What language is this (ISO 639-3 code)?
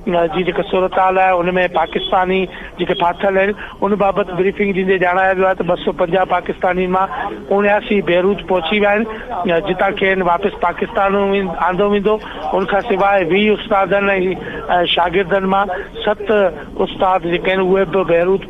snd